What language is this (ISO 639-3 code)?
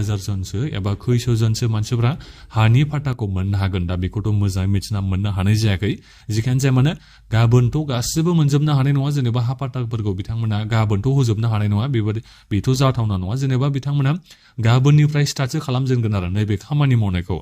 brx